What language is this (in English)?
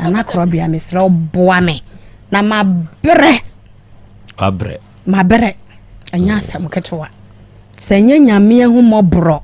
Akan